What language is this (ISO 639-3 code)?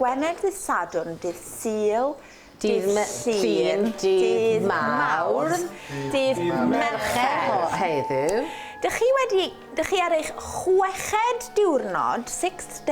cym